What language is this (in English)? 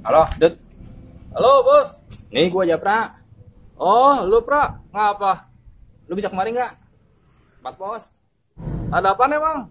Betawi